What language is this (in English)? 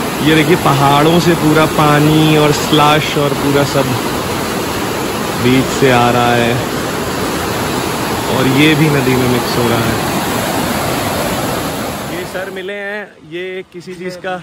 Hindi